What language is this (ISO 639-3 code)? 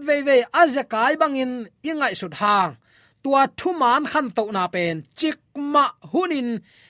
ctd